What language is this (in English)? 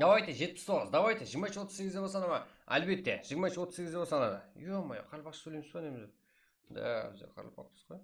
Kara-Kalpak